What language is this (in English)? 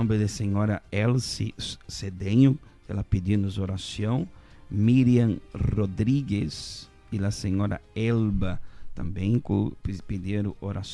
Papiamento